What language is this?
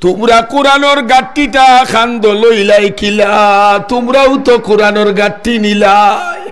Sylheti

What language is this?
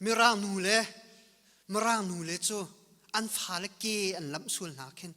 Hakha Chin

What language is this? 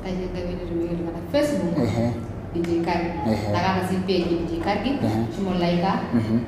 Masai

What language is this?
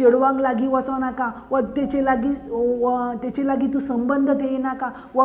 Konkani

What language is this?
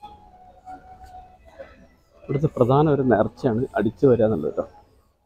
Malayalam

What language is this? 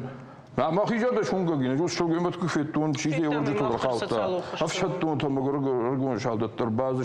Ossetic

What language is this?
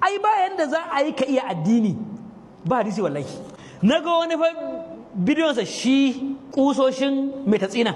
Hausa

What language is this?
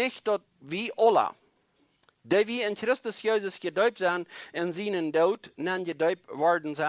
Plautdietsch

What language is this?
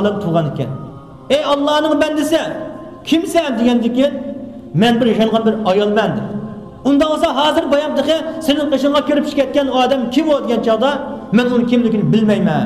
Uyghur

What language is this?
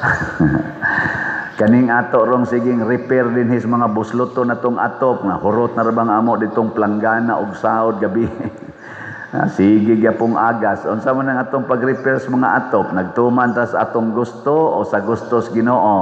Cebuano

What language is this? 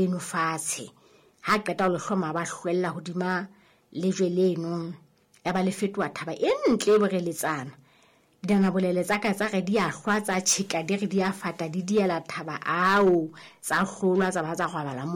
Southern Sotho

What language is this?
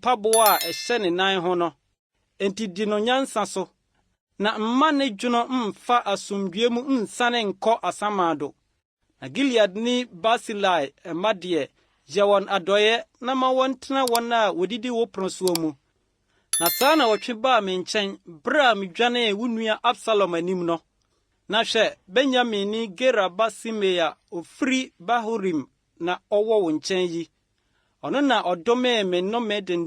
Akan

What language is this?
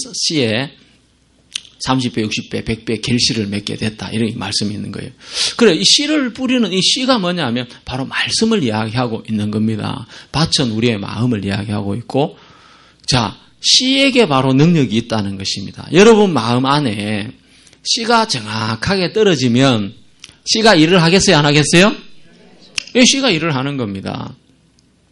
Korean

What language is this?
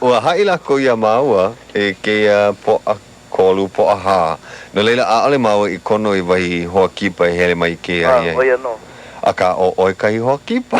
Hawaiian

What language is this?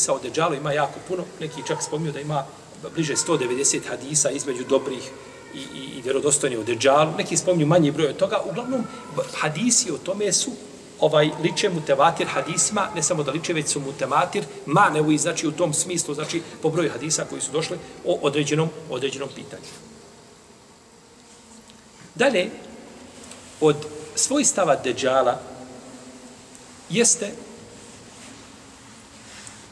Bosnian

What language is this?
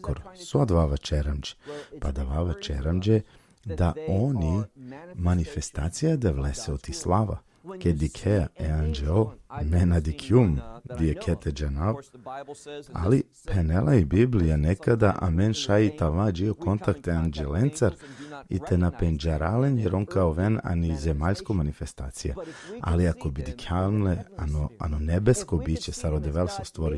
Balkan Romani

